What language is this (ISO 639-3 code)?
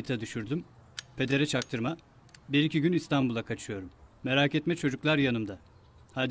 tur